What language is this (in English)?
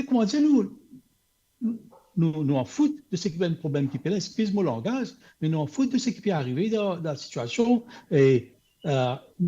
Morisyen